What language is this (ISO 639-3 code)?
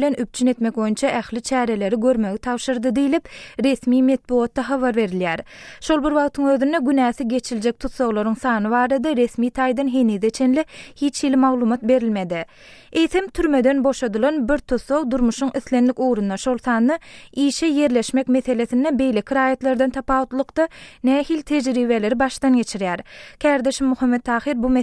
tuk